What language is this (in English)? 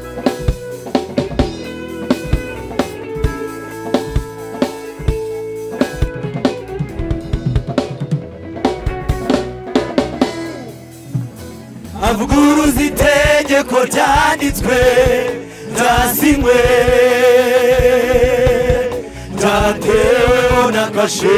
Kinyarwanda